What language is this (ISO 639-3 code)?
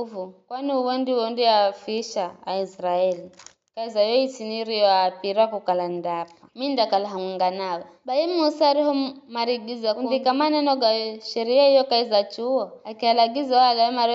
nyf